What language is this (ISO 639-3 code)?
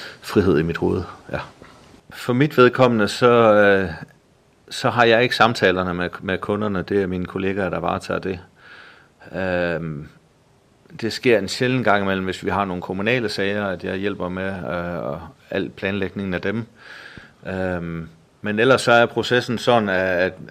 dan